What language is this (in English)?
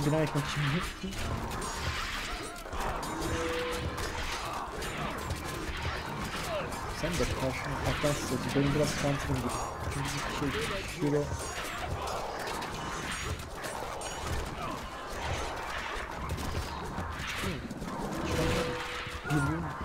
Turkish